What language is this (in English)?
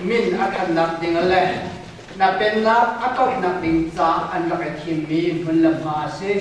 Hakha Chin